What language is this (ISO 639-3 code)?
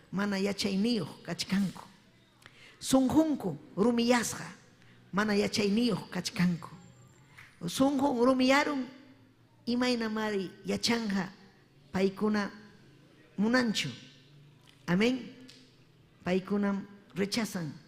quy